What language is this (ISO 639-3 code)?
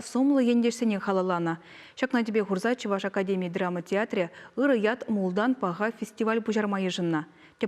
chv